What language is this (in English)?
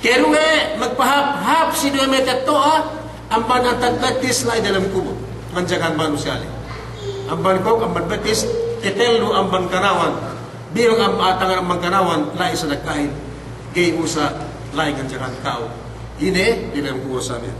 Yakan